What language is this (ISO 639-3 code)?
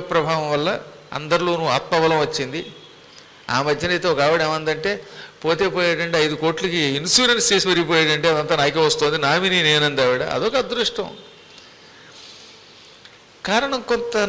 tel